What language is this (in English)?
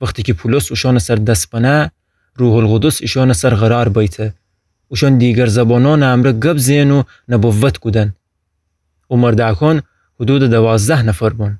Gilaki